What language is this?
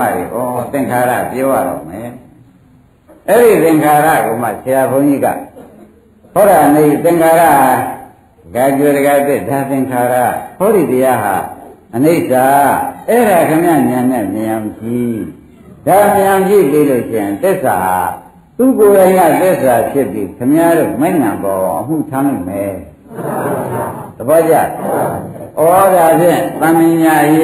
Burmese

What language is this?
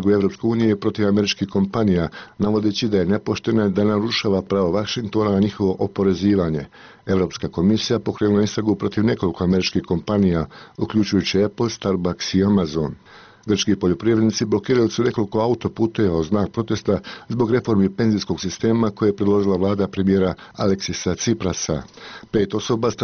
Bosnian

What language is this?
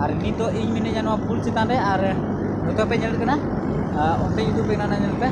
Santali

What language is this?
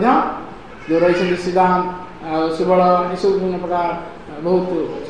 Odia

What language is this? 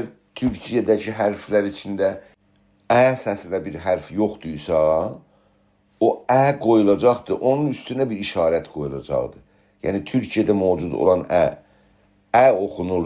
South Azerbaijani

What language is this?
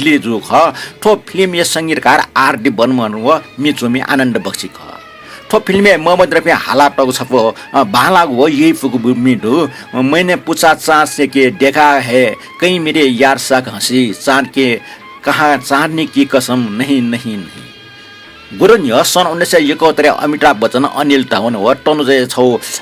Newari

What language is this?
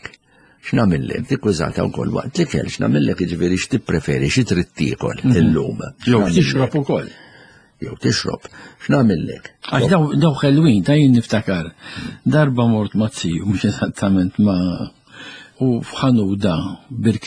Maltese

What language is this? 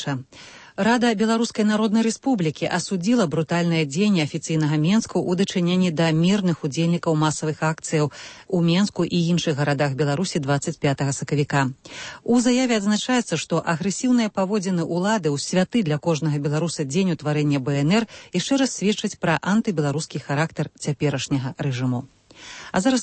Belarusian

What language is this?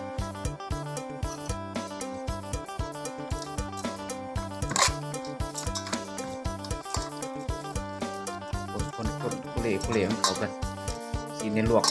Lao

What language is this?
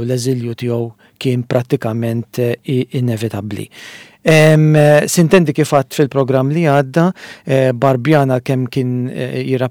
Maltese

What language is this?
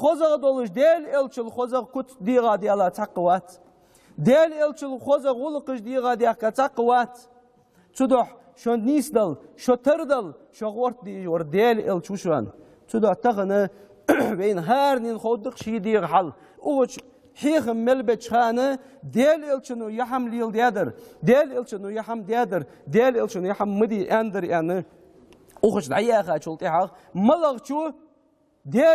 Ingush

